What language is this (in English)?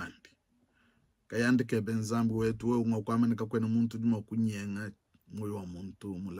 Luba-Lulua